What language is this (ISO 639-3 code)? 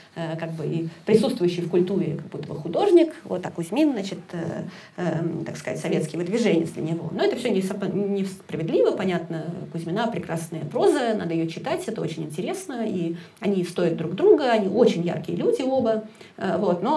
rus